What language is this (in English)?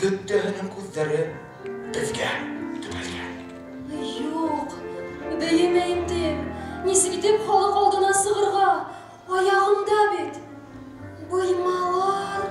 Bashkir